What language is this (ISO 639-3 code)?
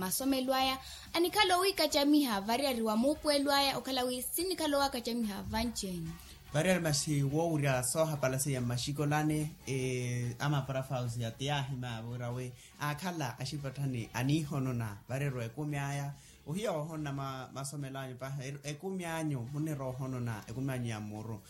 vmw